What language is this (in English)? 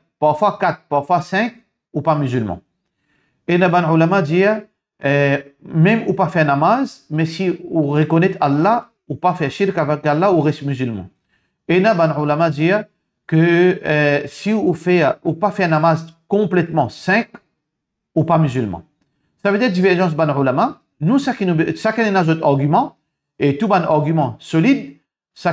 Morisyen